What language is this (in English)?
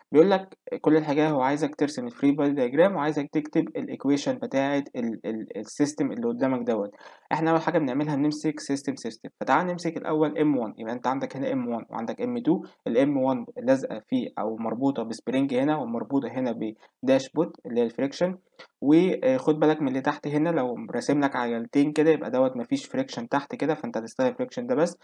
Egyptian Arabic